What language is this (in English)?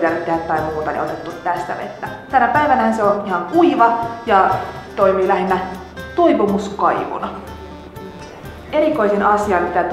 Finnish